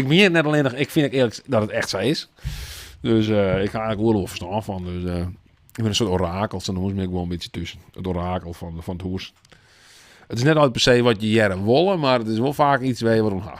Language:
Western Frisian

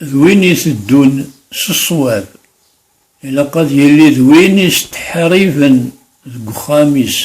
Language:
Kabyle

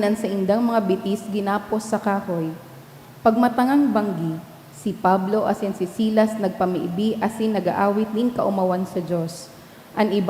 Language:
Bikol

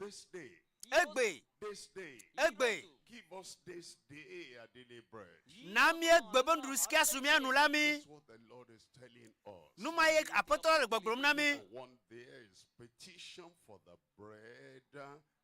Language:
Ewe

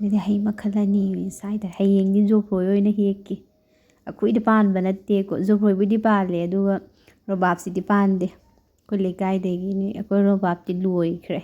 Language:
Manipuri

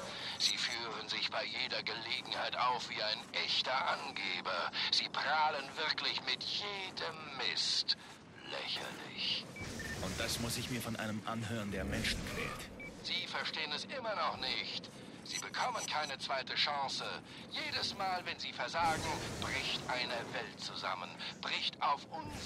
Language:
German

